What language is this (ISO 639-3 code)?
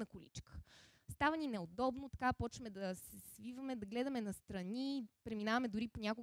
bul